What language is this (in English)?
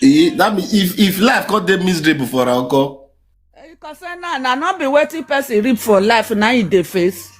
Nigerian Pidgin